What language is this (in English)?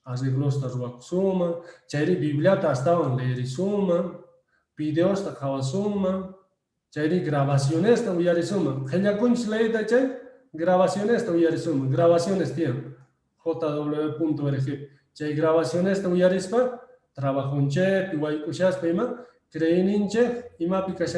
Quechua